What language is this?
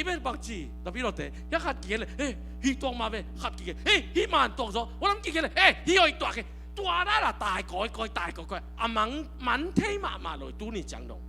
Tedim Chin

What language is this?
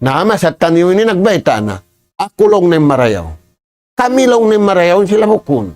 Tausug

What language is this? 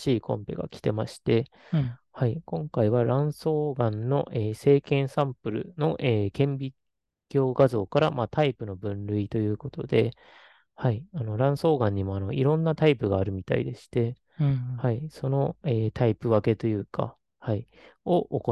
Japanese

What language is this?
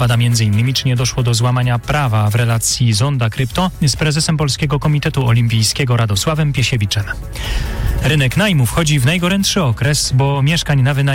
Polish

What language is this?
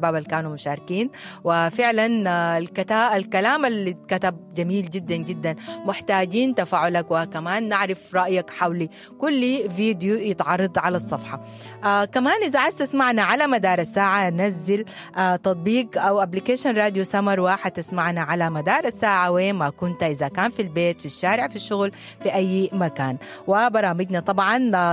Sudanese Arabic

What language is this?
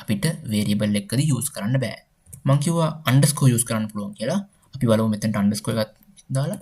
Sinhala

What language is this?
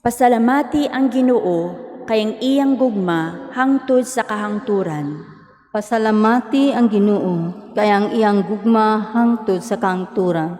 Cebuano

